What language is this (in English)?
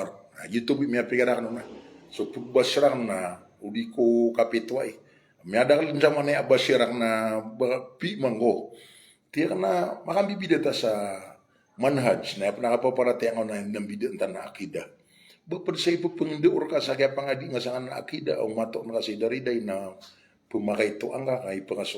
Maranao